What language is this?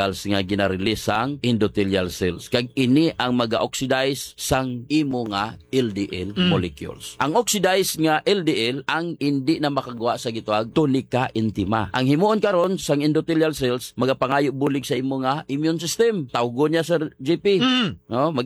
Hiligaynon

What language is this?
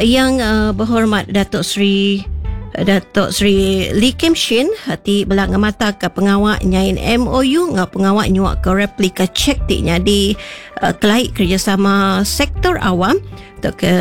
Iban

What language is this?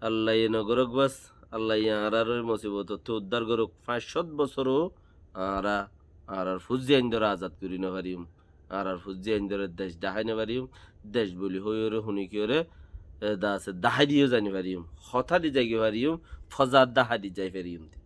Rohingya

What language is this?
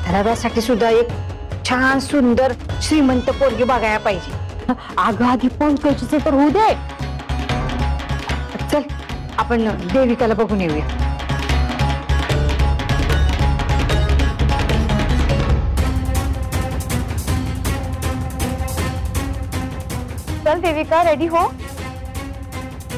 Marathi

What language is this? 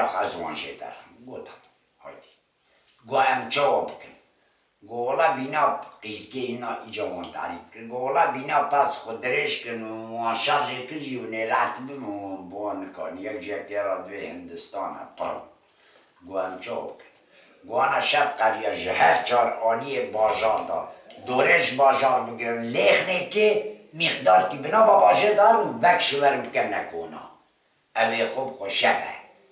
Kurdish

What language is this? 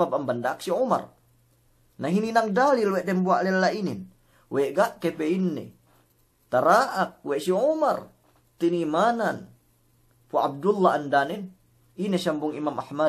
Yakan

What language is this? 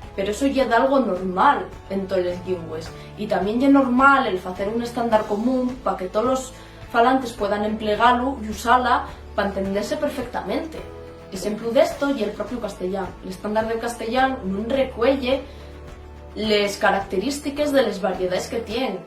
Asturian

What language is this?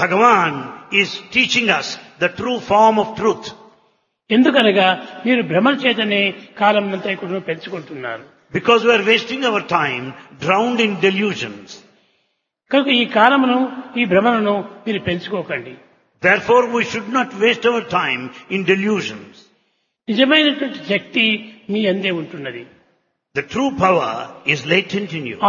Telugu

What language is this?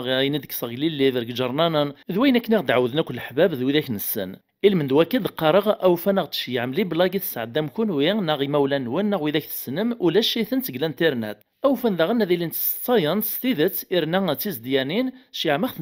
Kabyle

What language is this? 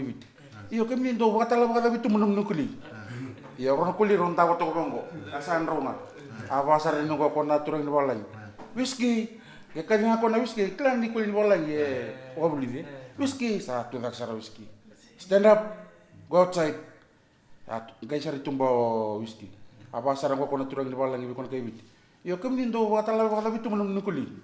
Fijian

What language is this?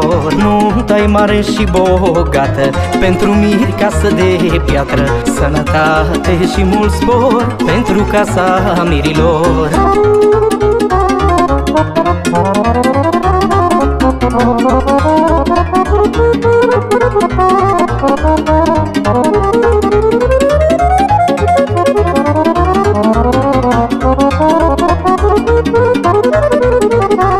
Romanian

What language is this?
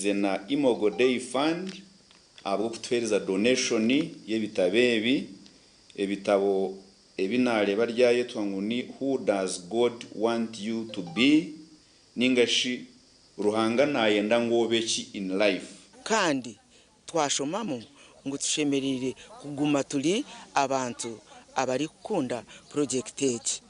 Nyankole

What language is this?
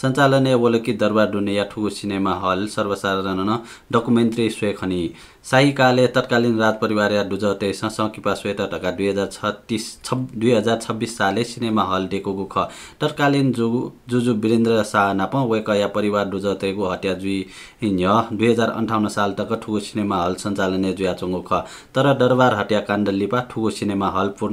Newari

